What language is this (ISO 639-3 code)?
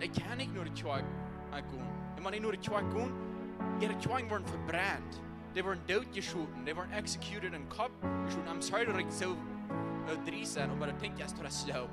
pdt